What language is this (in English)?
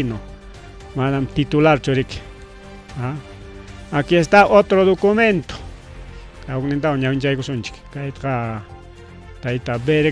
Ayacucho Quechua